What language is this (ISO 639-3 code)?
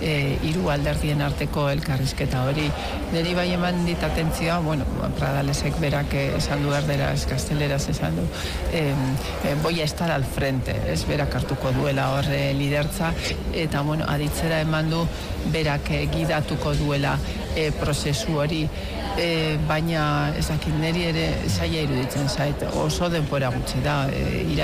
eus